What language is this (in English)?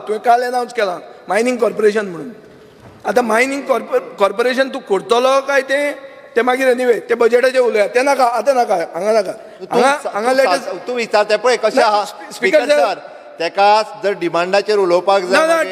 Konkani